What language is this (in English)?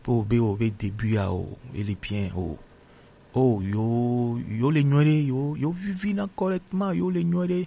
Gen